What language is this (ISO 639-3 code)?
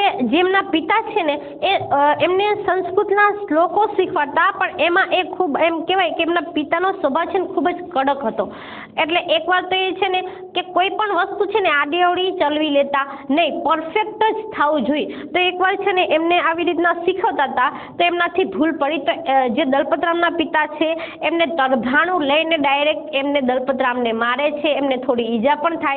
guj